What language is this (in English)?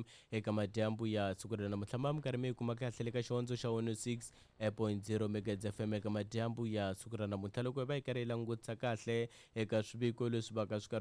Tsonga